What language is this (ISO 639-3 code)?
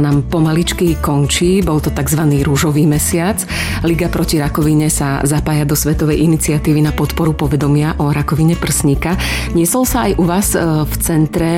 slk